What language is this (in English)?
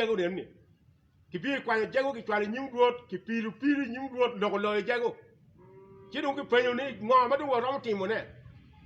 Acoli